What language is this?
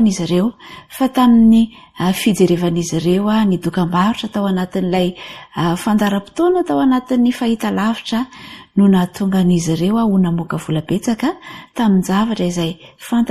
Malagasy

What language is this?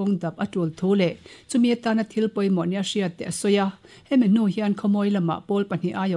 Mizo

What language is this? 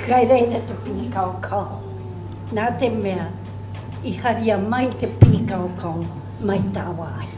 Māori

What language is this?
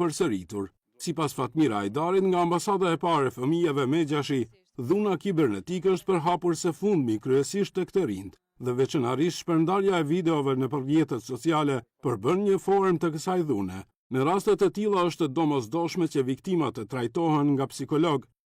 Albanian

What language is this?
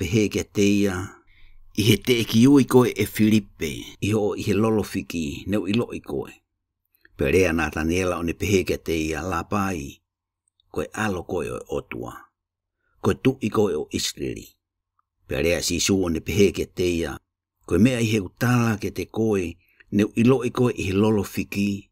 Tongan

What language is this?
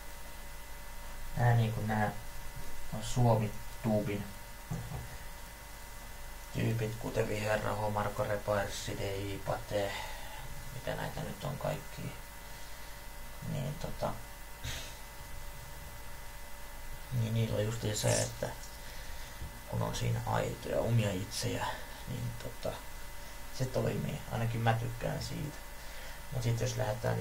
Finnish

